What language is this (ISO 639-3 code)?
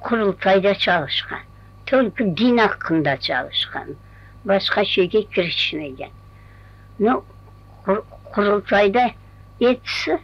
crh